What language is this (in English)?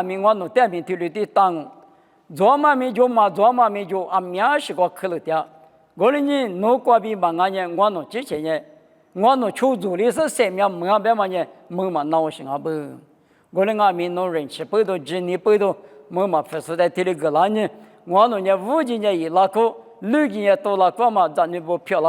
Lisu